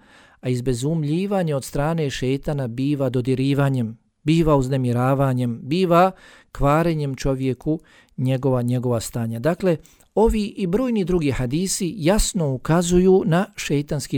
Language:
Bosnian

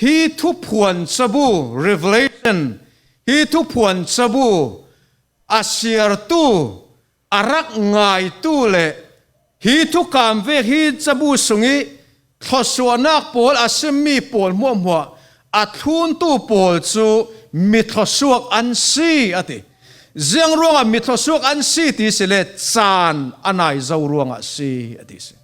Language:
Falam Chin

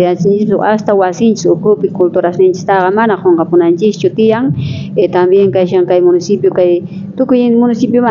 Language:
South Bolivian Quechua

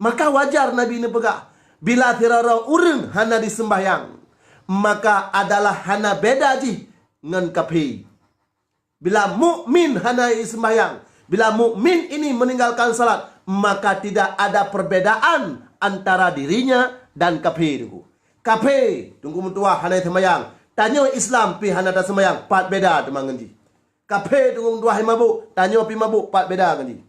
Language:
Achinese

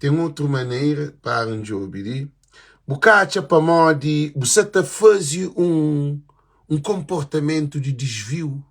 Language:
Kabuverdianu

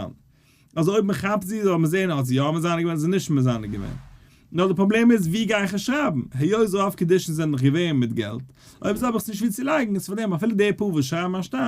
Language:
Yiddish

